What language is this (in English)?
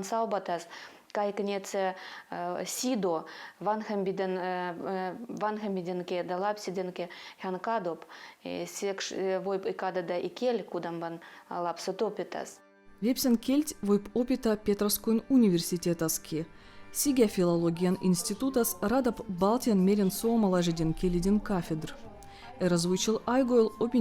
Veps